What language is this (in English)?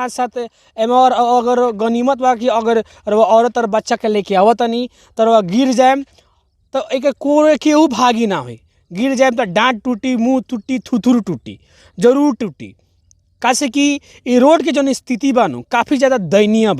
Bhojpuri